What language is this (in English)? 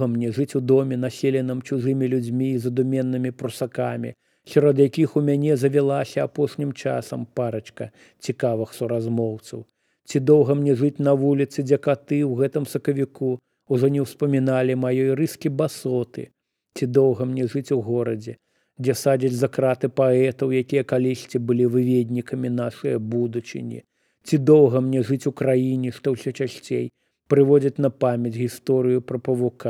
Belarusian